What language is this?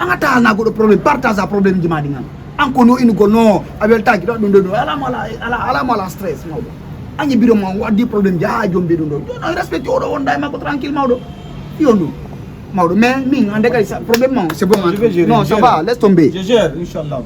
Fula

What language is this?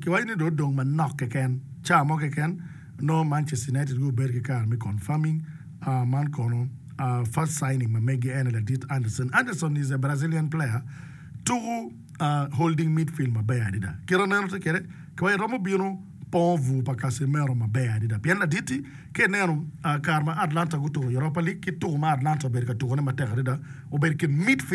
Acoli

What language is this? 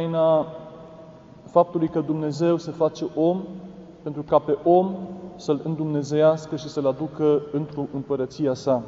Romanian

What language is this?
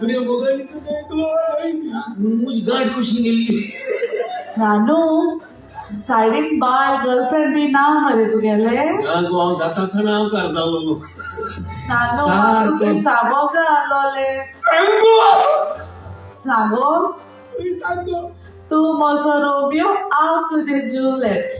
Konkani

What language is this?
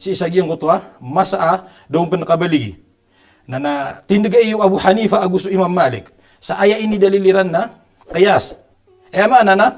Maranao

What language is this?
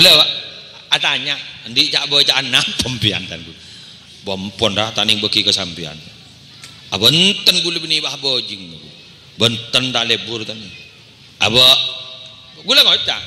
Madurese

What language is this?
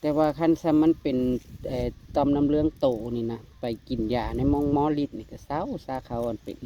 Northeastern Thai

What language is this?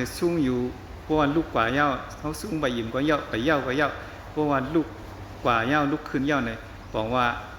Shan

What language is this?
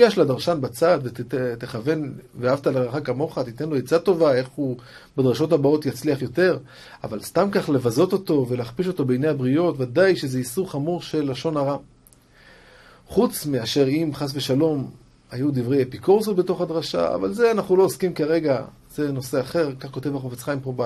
Hebrew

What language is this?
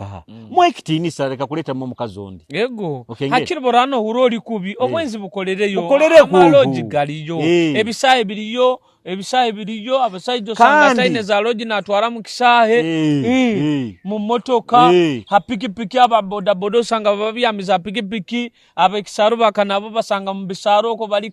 Nyoro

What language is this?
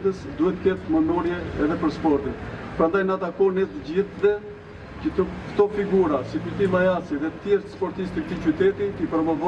Albanian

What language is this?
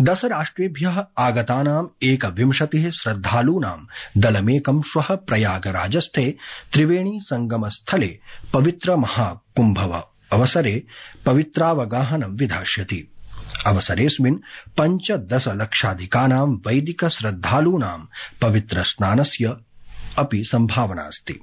Sanskrit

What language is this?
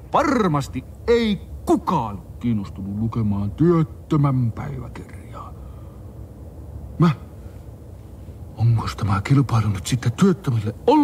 Finnish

